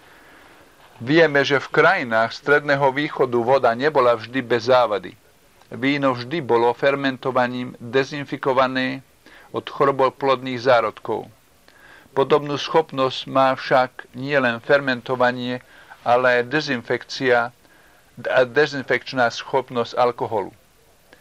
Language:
Slovak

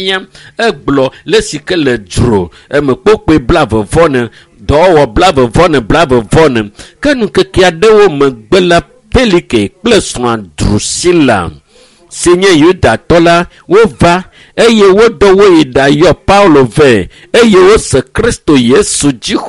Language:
Ewe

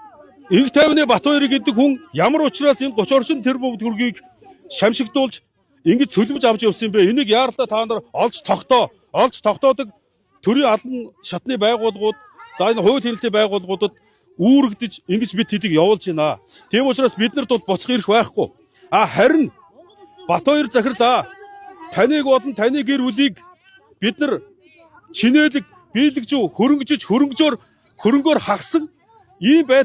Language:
Mongolian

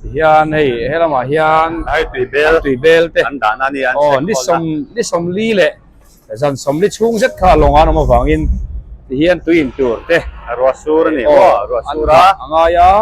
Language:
Mizo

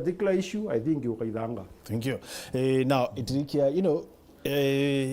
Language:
Meru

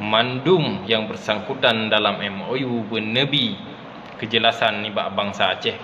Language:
Achinese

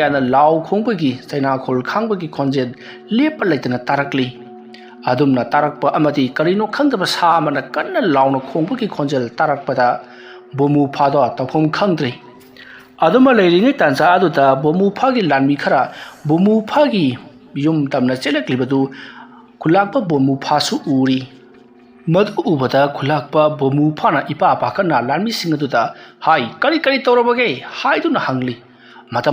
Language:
Manipuri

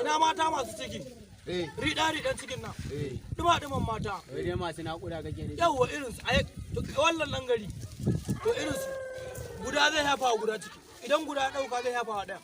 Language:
Hausa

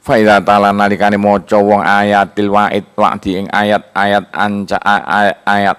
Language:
Javanese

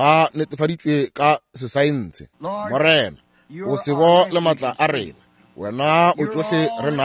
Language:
Northern Sotho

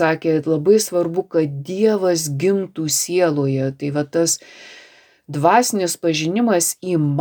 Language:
Lithuanian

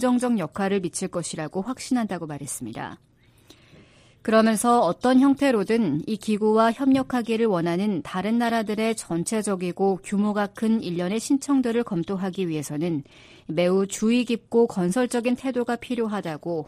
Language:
Korean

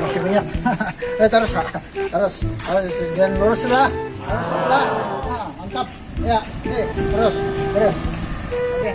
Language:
Banjar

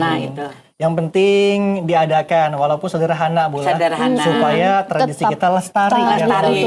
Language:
Banjar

